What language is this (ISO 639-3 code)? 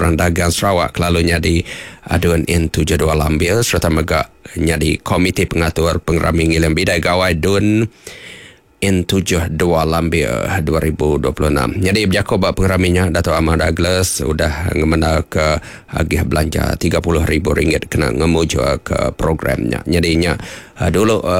iba